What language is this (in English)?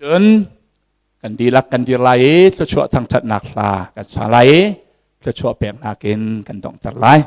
Hakha Chin